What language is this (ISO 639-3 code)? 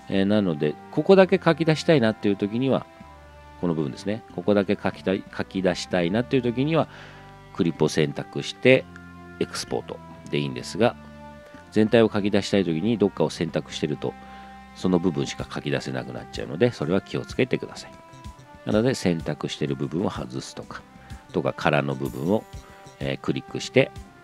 jpn